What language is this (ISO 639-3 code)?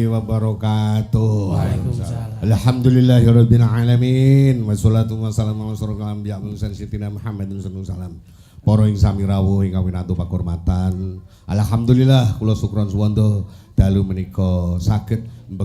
jav